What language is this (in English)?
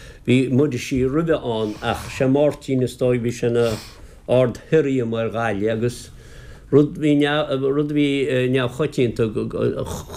Irish